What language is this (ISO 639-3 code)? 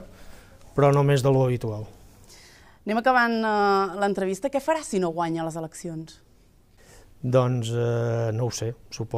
cat